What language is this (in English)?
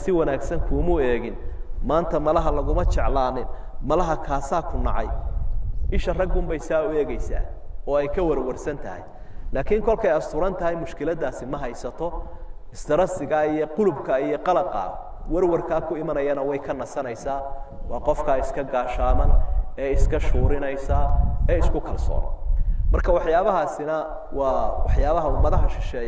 Somali